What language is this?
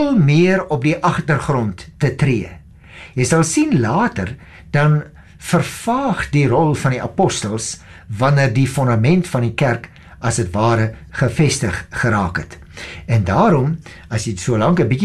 Afrikaans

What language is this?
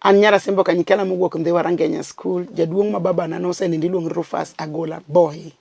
Luo (Kenya and Tanzania)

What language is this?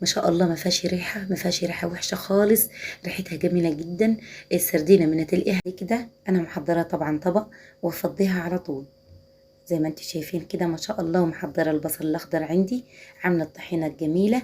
Egyptian Arabic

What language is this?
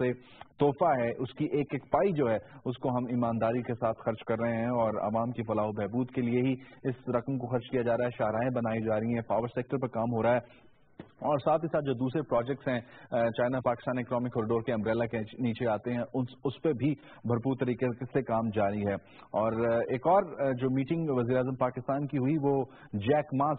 Urdu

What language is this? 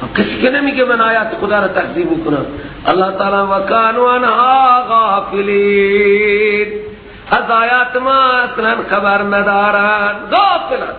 Persian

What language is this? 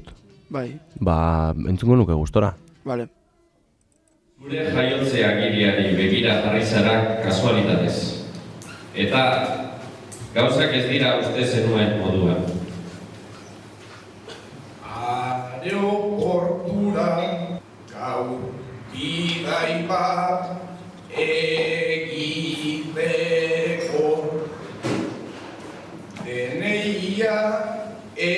Basque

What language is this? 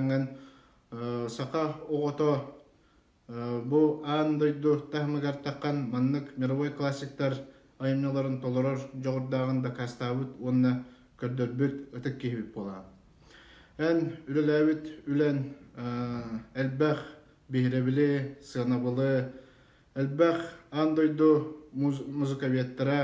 Yakut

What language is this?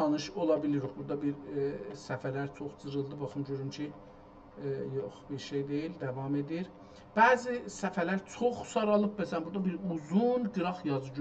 South Azerbaijani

